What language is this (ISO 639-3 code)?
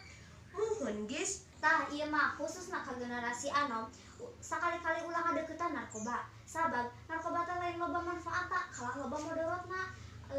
sun